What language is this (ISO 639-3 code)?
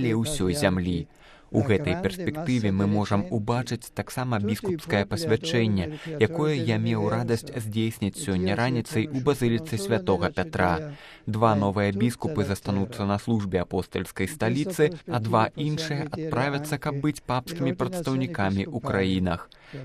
bel